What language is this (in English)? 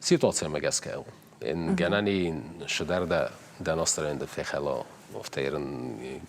Ossetic